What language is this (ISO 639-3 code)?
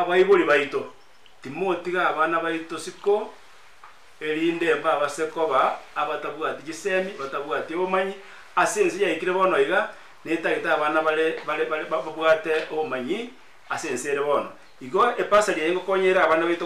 guz